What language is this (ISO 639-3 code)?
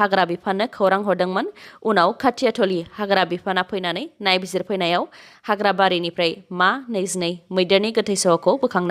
brx